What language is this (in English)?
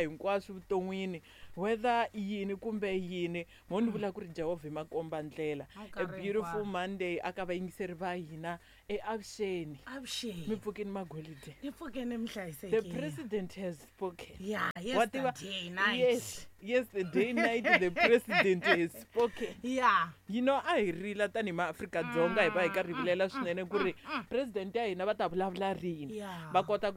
Tsonga